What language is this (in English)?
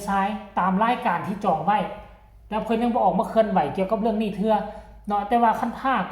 Northeastern Thai